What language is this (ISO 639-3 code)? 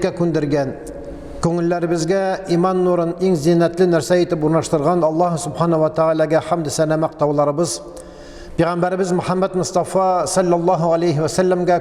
tat